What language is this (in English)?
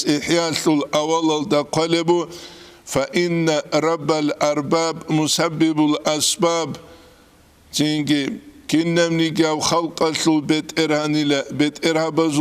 Avaric